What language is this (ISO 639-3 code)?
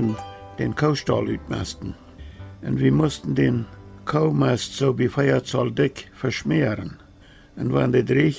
pdt